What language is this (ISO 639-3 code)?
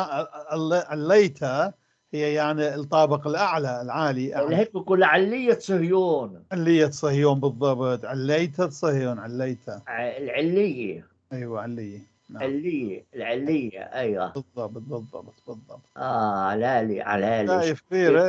apc